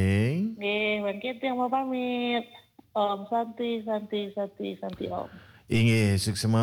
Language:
Balinese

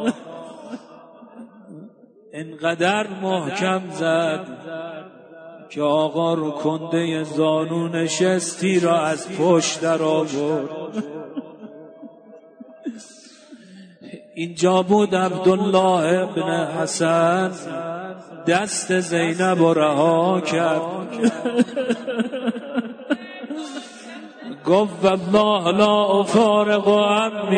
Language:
Persian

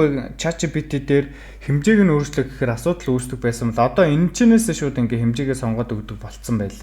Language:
Mongolian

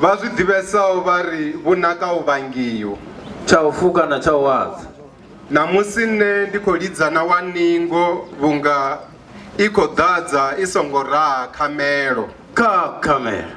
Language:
Venda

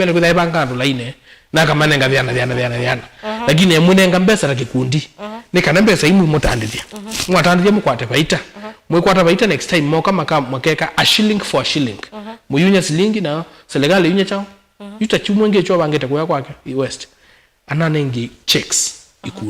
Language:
Kamba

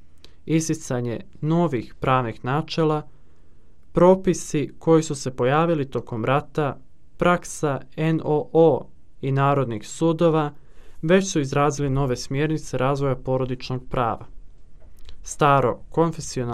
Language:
Serbian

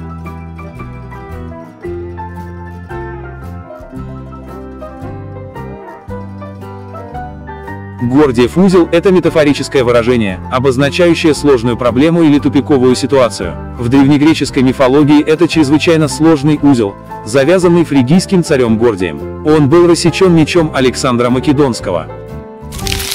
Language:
Russian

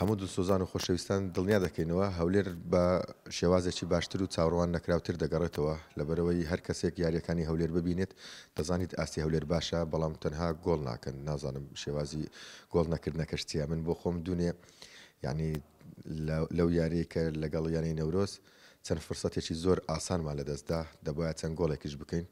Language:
Central Kurdish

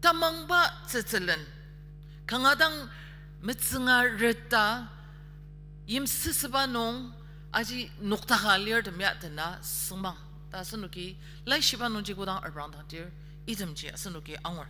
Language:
Ao Naga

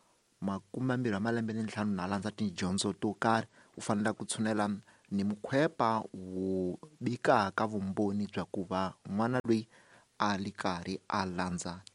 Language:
Tsonga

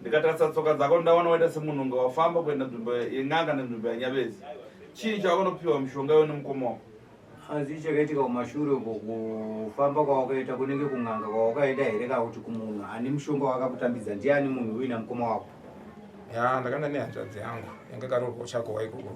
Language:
Shona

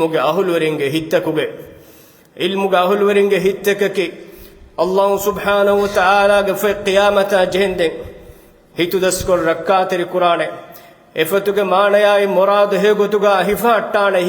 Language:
Divehi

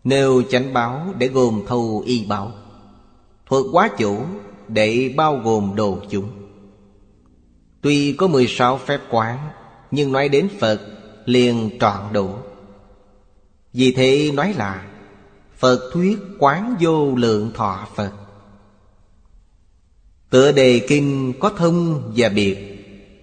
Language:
Vietnamese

